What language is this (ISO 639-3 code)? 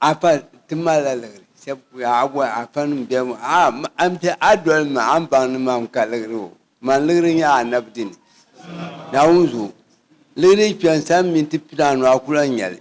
dag